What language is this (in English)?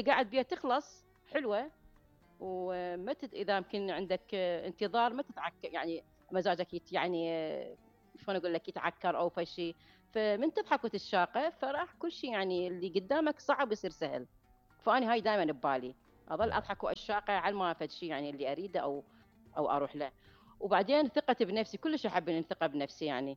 Mesopotamian Arabic